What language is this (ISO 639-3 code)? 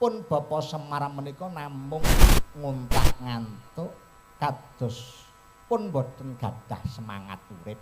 jav